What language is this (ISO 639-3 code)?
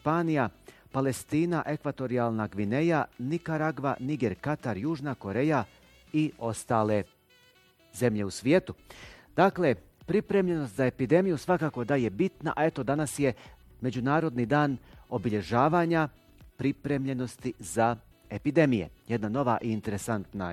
bos